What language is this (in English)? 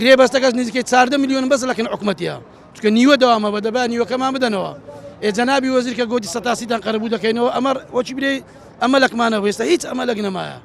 Central Kurdish